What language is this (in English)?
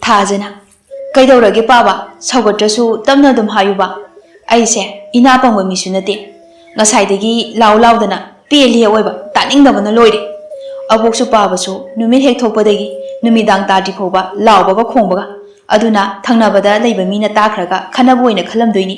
Manipuri